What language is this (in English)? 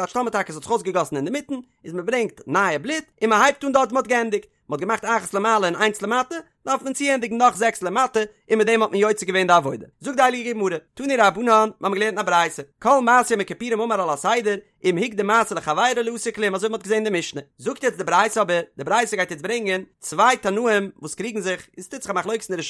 Yiddish